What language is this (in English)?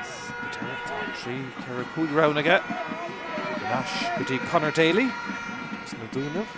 Irish